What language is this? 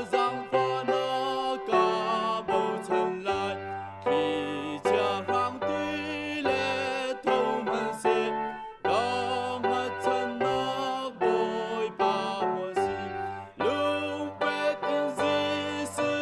Hakha Chin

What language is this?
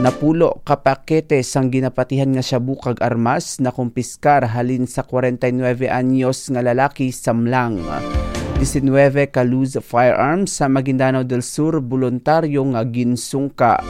Hiligaynon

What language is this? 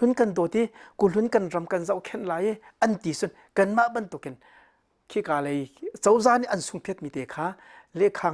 Hakha Chin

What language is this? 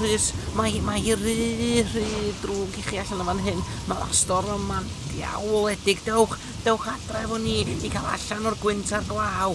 Welsh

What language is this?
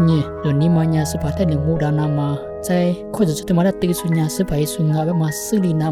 Lisu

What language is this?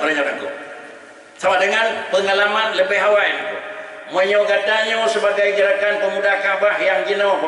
Achinese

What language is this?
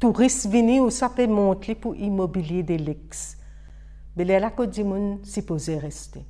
Morisyen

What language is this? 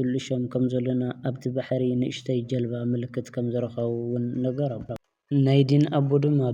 Tigrinya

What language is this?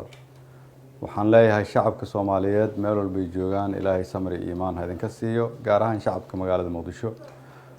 Somali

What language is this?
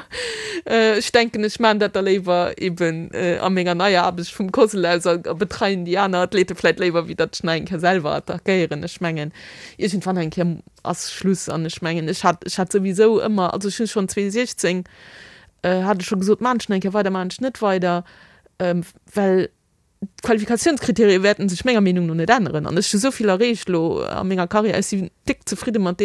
Luxembourgish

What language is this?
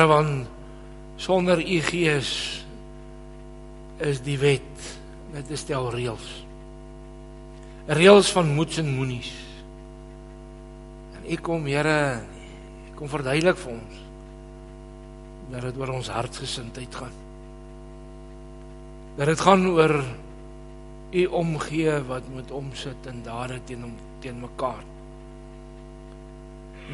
Afrikaans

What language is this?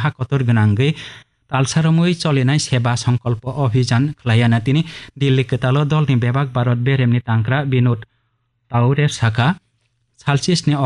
Kok Borok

